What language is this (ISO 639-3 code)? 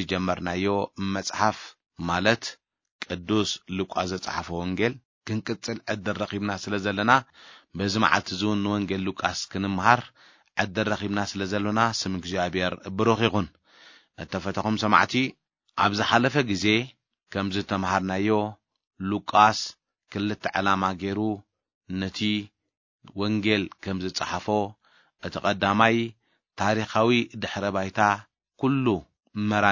tir